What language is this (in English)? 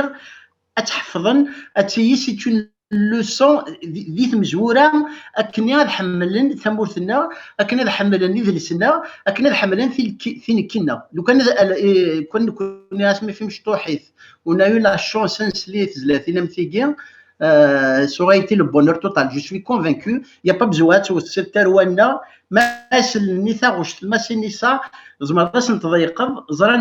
Kabyle